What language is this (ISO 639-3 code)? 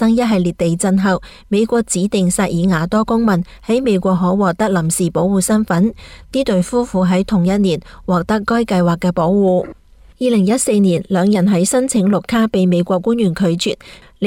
yue